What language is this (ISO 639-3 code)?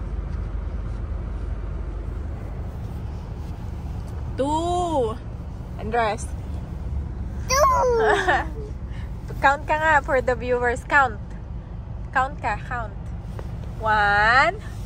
fil